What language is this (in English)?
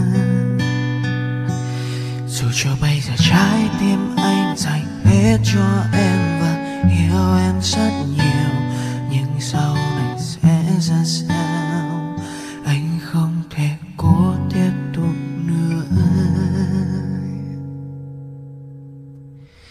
Vietnamese